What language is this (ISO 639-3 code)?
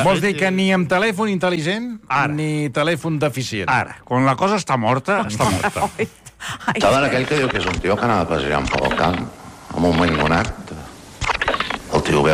cat